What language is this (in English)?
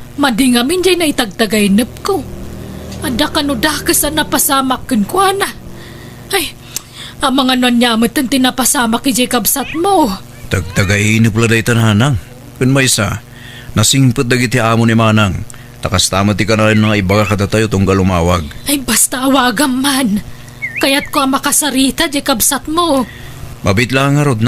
Iloko